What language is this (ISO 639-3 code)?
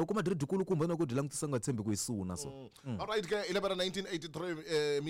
tso